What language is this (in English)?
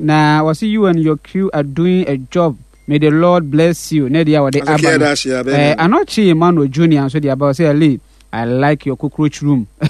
Akan